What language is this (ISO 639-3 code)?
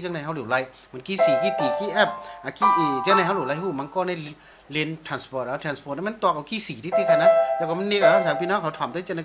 shn